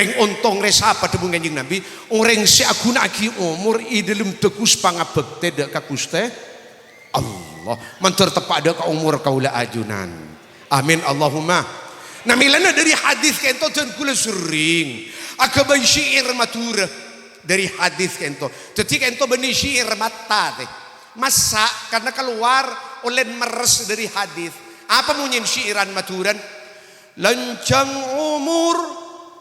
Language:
Madurese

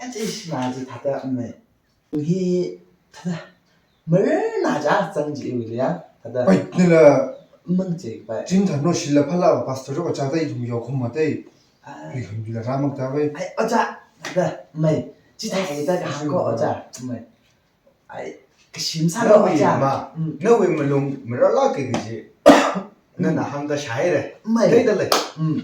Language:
Tangkhul Naga (India)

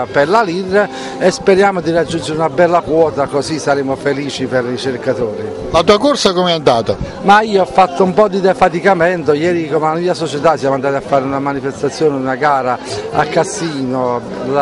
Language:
Italian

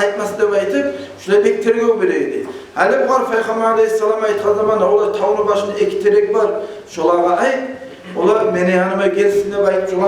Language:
Kumyk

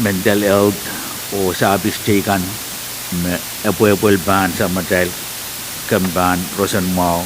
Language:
Pohnpeian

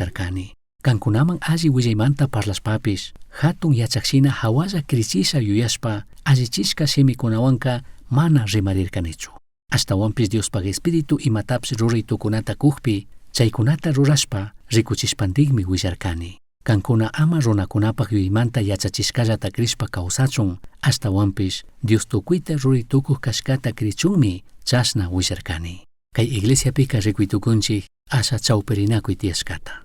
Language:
Chimborazo Highland Quichua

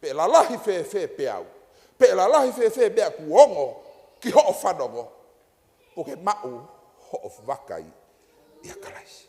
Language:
Tongan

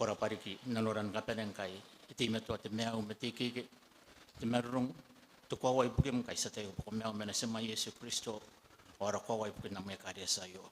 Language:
Gilbertese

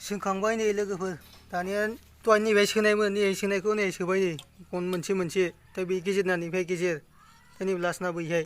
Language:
Bodo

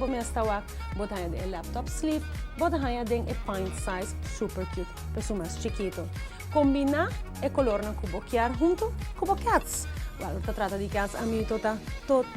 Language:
Papiamento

